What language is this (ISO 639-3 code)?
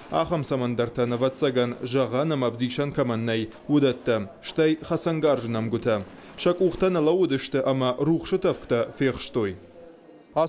oss